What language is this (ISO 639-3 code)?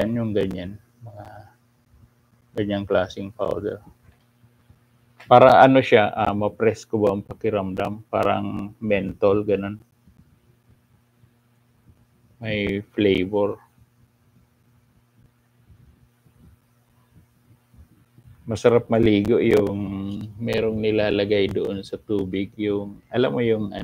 fil